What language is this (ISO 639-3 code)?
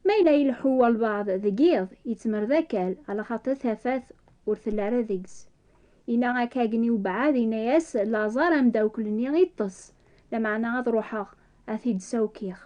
kab